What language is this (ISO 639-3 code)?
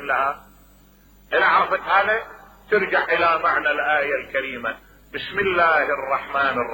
acm